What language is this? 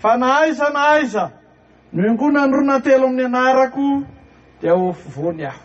Malagasy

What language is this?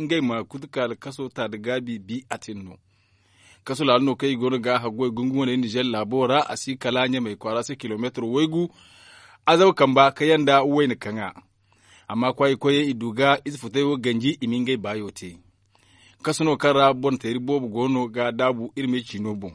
Zarma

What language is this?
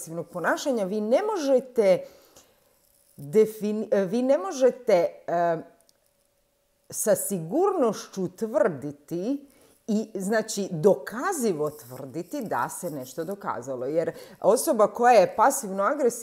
Croatian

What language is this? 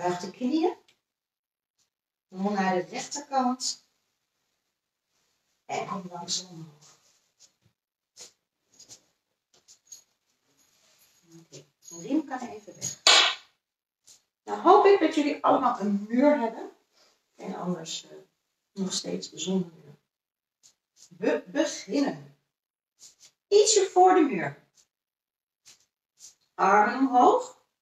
Dutch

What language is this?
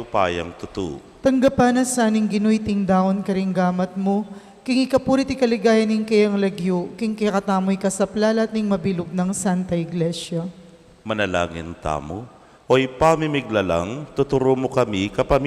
Pampanga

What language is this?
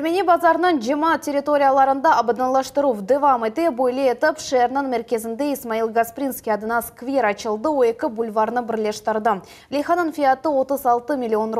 Crimean Tatar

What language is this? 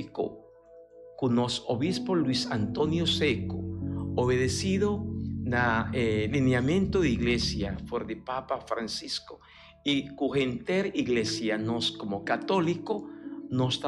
Papiamento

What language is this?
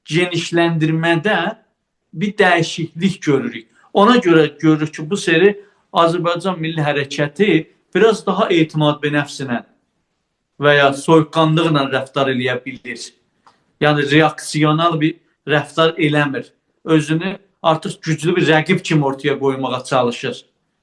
South Azerbaijani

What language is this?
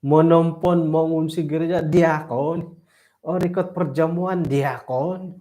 Central Dusun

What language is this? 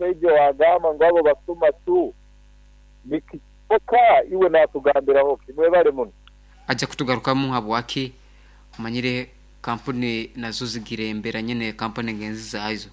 Nyankole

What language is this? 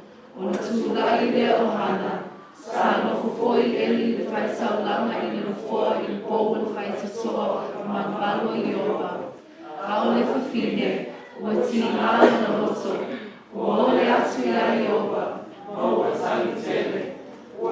Samoan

